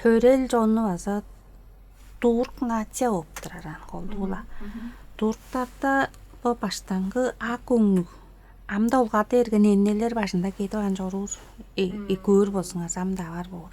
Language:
Tuvinian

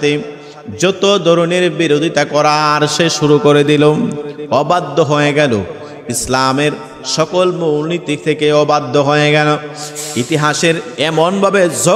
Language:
Bangla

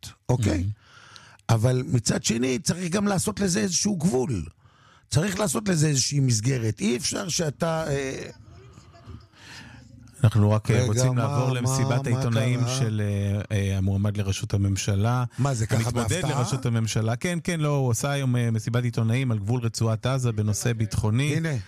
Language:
Hebrew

